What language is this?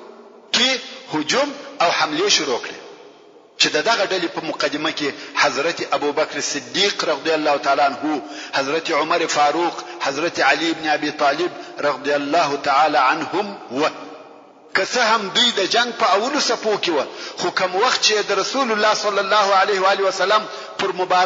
Pashto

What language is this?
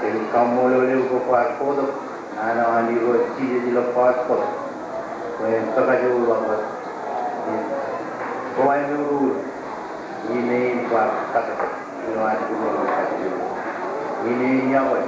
Marshallese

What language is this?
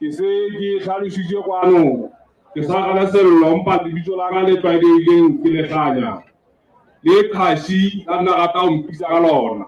Southern Sotho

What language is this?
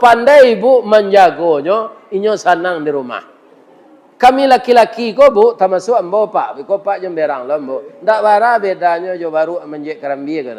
Minangkabau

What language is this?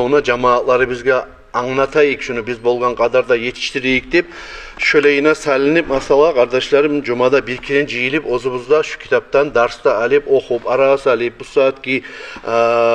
Kumyk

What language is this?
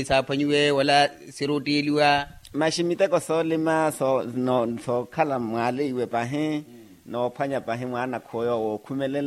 Makhuwa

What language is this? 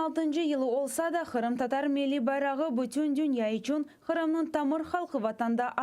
Crimean Tatar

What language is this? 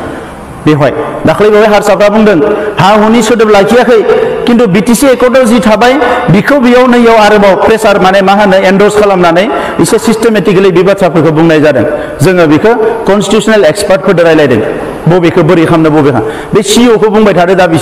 Bodo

